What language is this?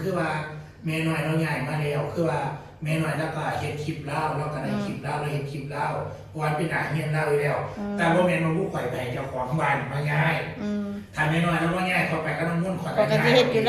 Northeastern Thai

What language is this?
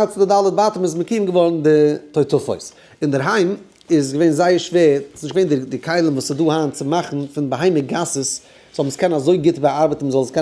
Yiddish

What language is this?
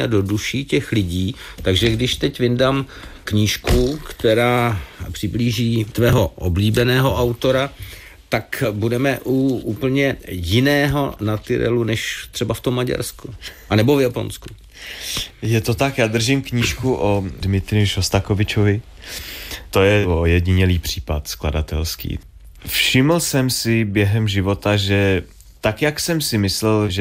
Czech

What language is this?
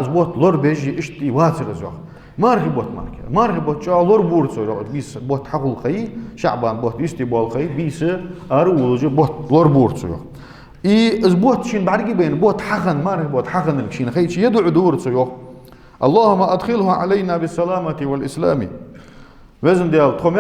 Ingush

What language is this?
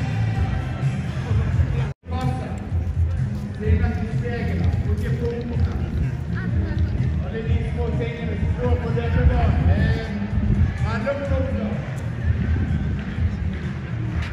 Norwegian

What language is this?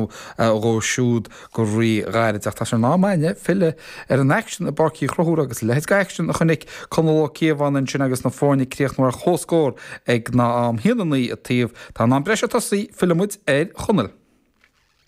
Irish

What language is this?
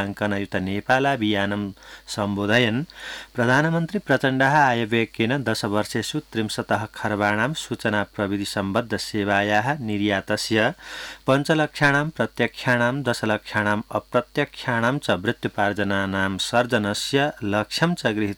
Sanskrit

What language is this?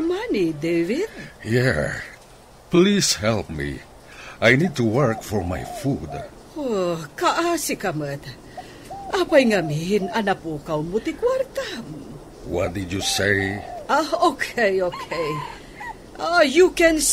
Iloko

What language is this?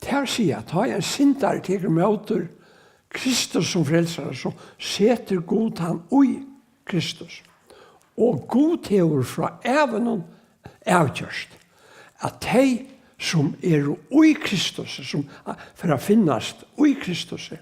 Faroese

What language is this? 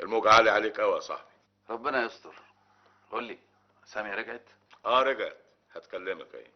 Egyptian Arabic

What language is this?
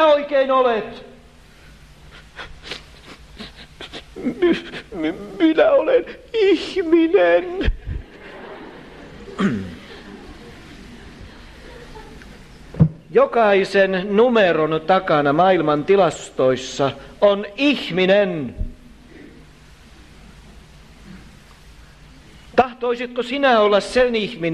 Finnish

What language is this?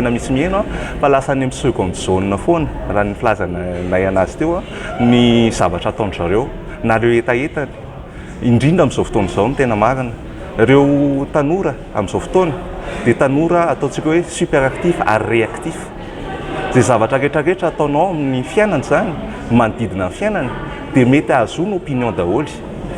Malagasy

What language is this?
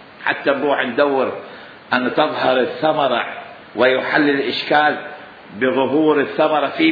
Mesopotamian Arabic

